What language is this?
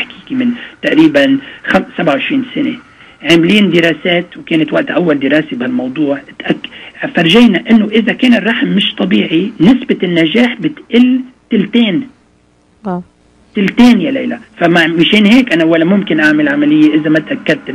North Levantine Arabic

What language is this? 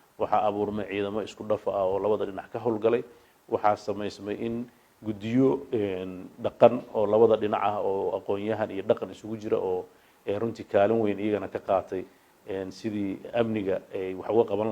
Somali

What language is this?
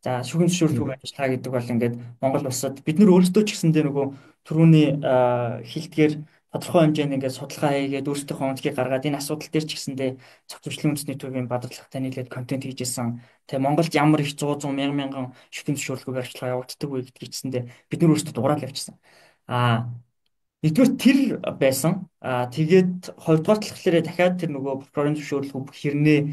Mongolian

